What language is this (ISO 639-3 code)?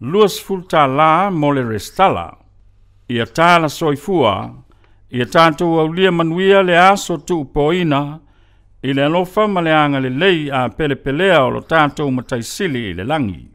smo